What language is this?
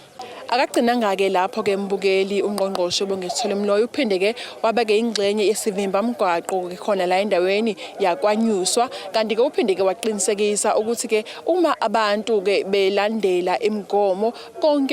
Zulu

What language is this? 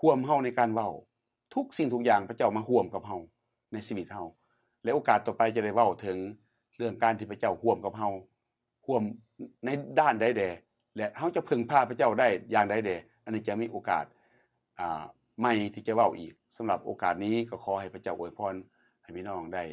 Lao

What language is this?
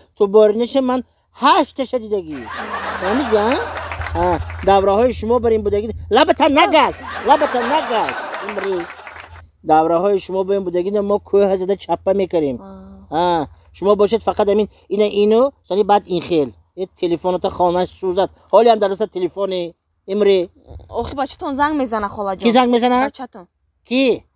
Tajik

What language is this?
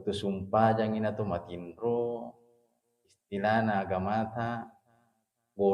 Buginese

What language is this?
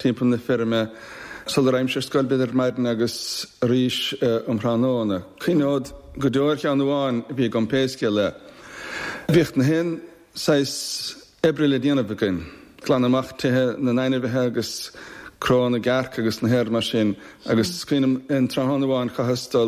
Irish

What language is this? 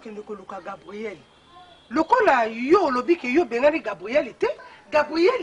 Lingala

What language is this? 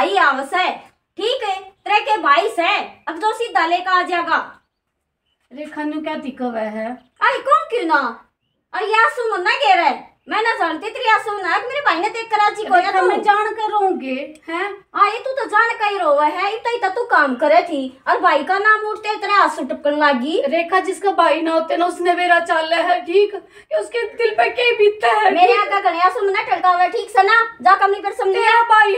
Haryanvi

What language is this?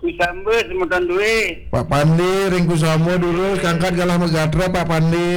Balinese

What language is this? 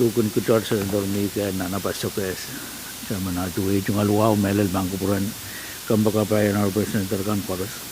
Pohnpeian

